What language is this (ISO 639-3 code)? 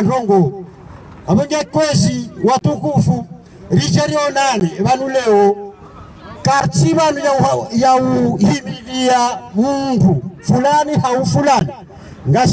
zdj